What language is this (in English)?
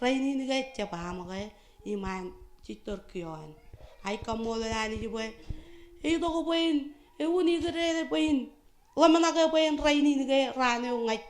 Marshallese